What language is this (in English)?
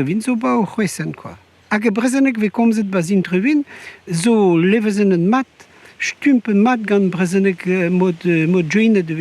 Breton